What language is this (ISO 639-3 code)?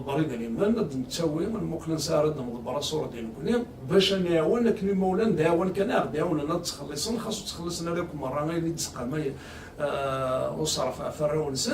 kab